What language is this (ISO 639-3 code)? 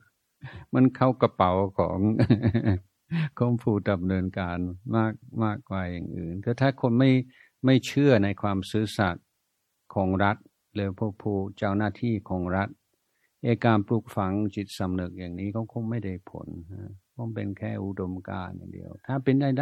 tha